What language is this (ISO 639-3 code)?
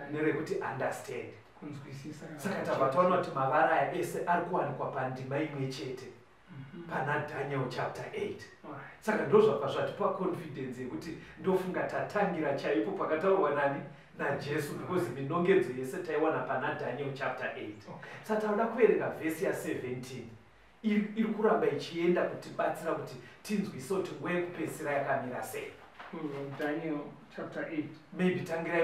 sna